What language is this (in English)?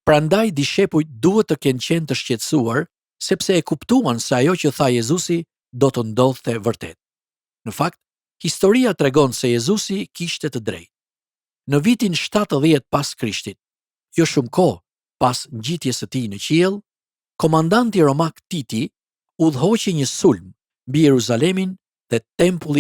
Albanian